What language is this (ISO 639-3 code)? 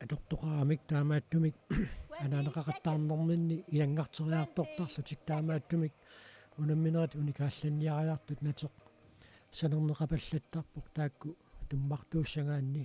kal